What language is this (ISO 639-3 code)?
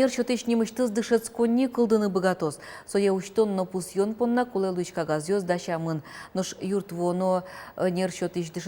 udm